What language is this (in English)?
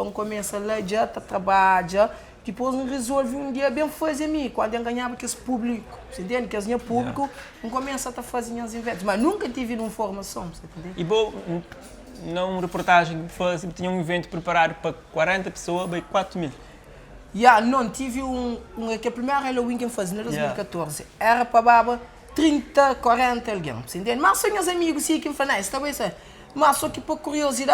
Kabuverdianu